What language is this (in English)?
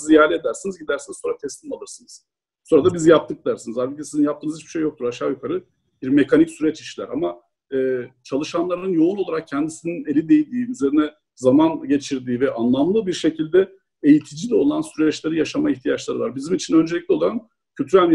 Turkish